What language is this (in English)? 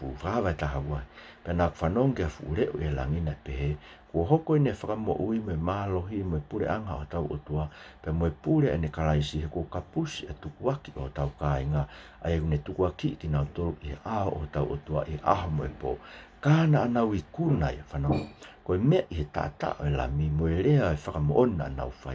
Tongan